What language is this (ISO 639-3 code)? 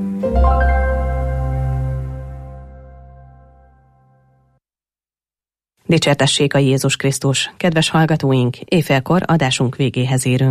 hun